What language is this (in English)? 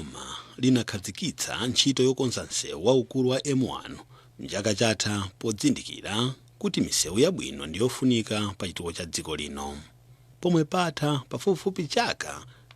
Nyanja